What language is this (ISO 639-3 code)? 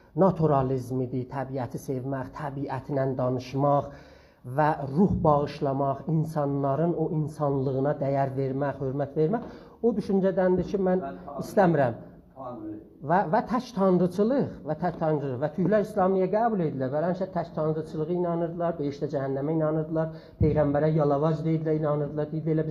azb